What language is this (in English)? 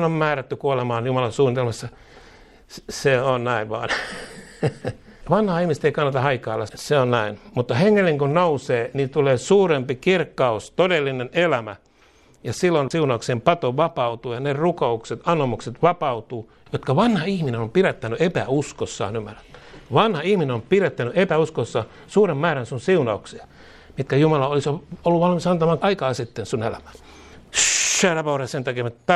Finnish